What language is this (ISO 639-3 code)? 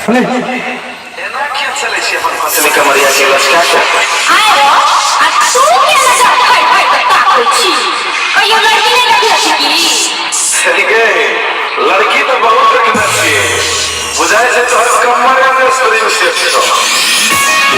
mai